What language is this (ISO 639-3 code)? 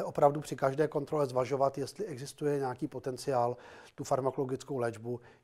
ces